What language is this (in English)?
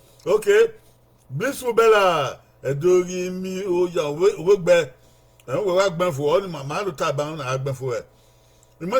Bini